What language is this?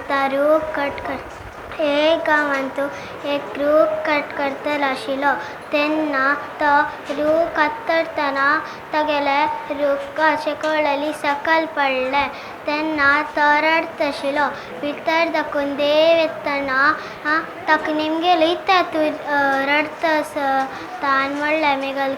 Konkani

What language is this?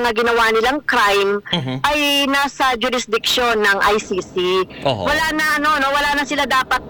Filipino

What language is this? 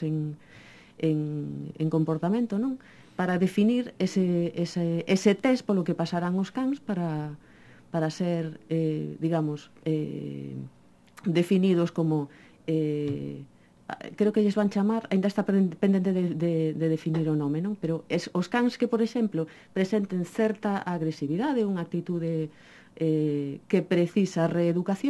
Galician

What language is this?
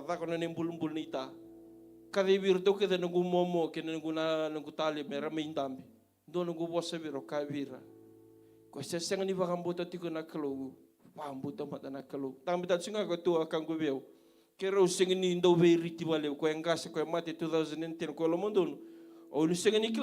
Fijian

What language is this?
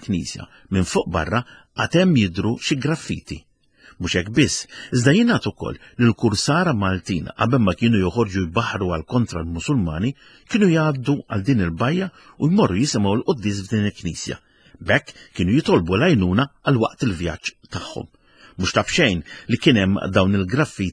Maltese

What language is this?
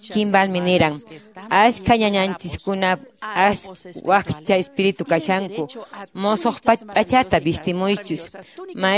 Quechua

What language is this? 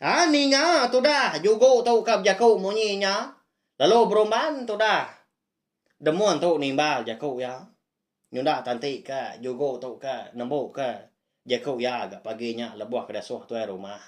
Iban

